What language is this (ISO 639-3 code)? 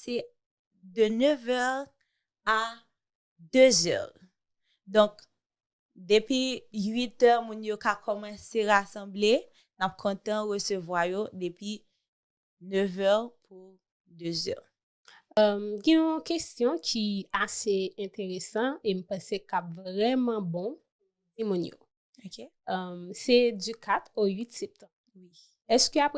hat